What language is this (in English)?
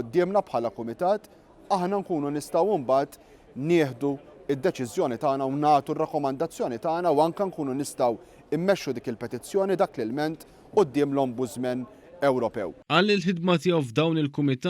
Maltese